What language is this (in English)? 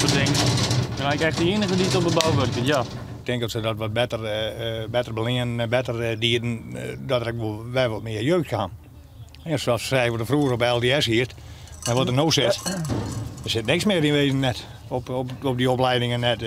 Western Frisian